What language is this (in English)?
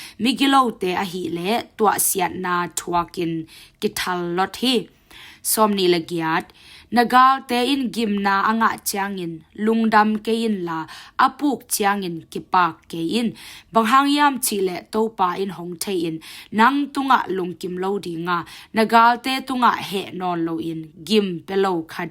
Tedim Chin